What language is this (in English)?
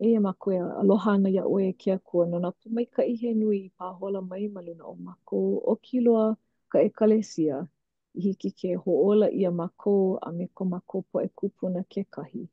Hawaiian